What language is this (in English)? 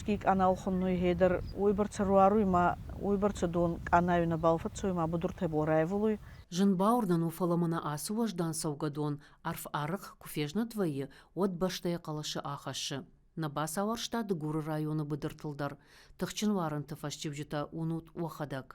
Ossetic